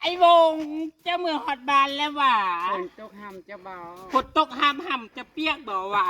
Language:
Northeastern Thai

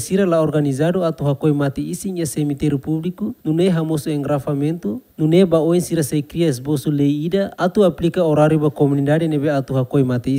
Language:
Tetum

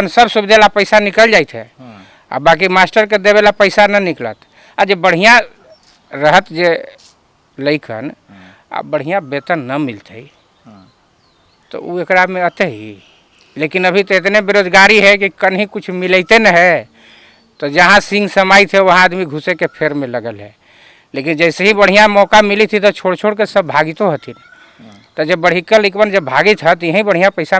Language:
Magahi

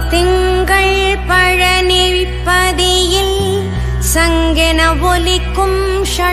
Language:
Tamil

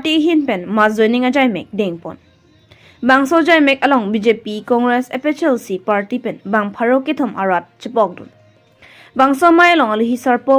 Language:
Karbi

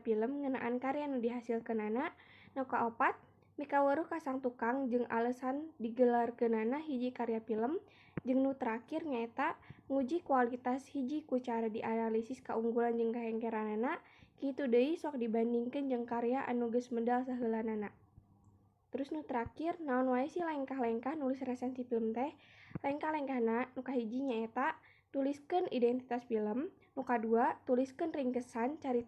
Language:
Sundanese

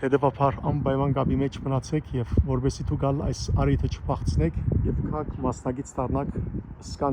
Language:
Western Armenian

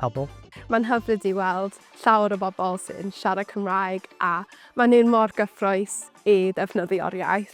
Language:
Welsh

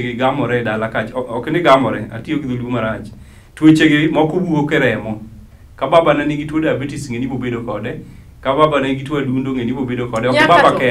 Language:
Luo (Kenya and Tanzania)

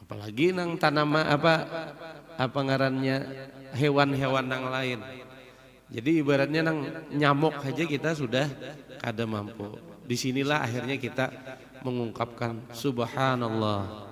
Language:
Banjar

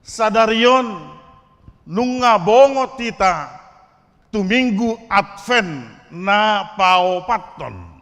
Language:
Batak Toba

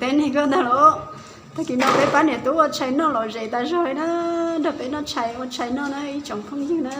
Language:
Hmong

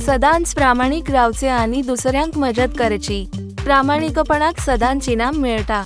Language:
Konkani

